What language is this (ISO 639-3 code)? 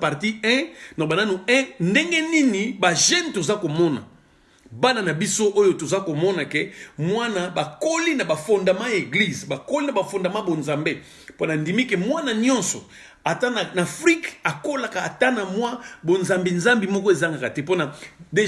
lin